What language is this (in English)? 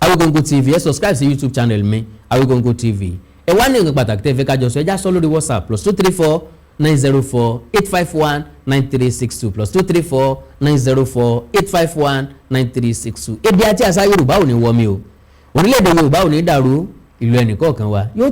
Yoruba